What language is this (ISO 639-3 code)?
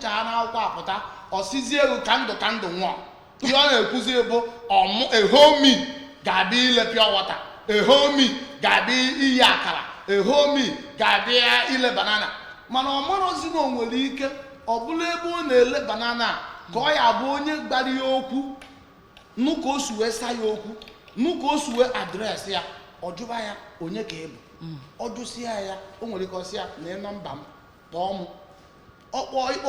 ibo